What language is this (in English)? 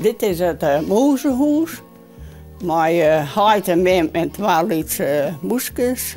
Western Frisian